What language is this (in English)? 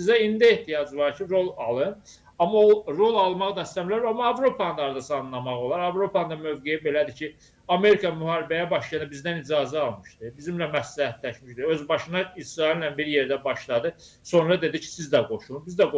Azerbaijani